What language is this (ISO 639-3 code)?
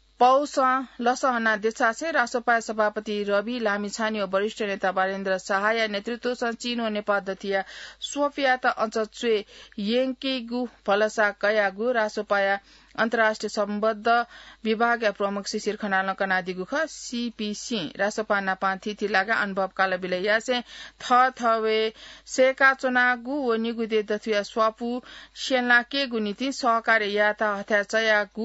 new